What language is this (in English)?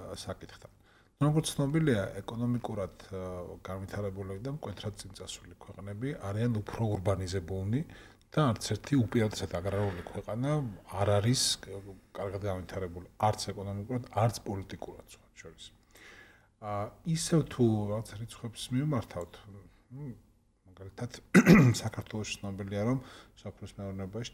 Georgian